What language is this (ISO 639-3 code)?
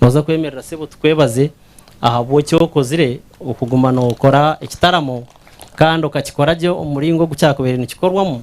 nyn